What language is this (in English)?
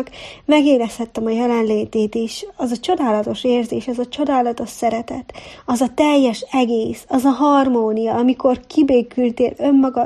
Hungarian